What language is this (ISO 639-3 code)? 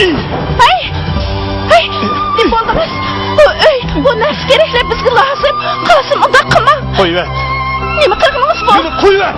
uig